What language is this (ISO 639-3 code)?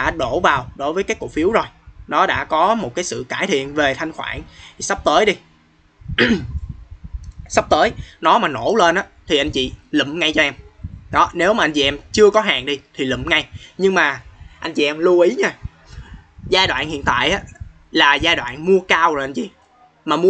vie